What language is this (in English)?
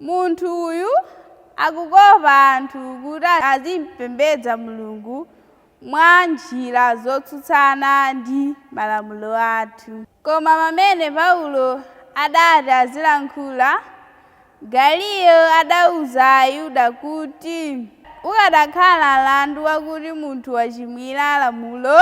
Nyanja